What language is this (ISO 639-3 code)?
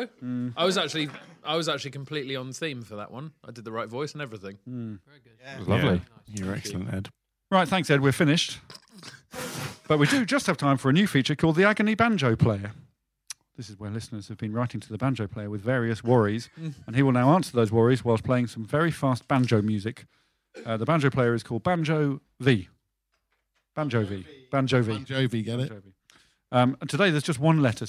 eng